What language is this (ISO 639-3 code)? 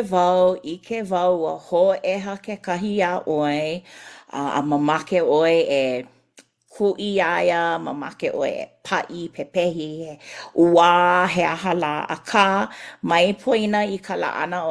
haw